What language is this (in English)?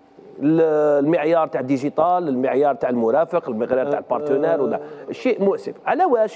Algerian Arabic